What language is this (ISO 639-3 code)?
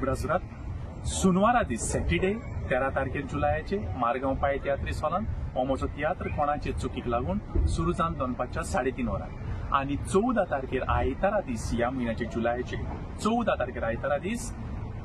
kok